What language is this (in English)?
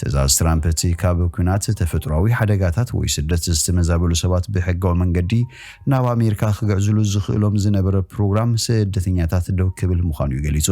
Tigrinya